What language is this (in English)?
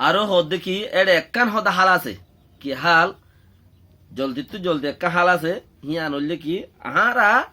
Rohingya